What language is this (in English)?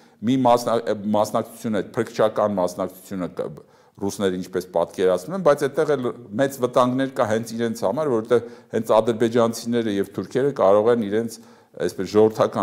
Armenian